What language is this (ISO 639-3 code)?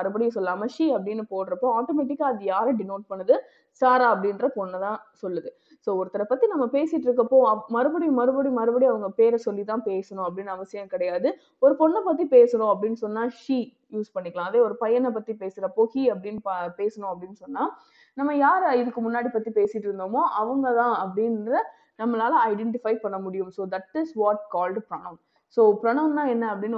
tam